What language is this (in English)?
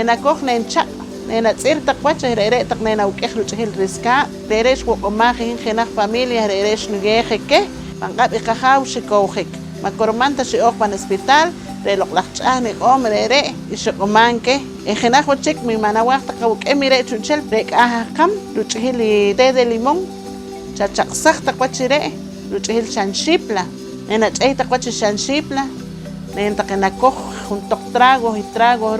Poqomchi'